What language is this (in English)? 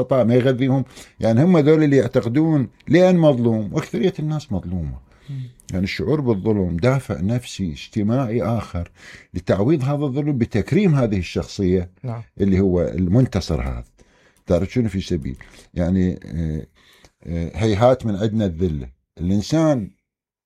Mesopotamian Arabic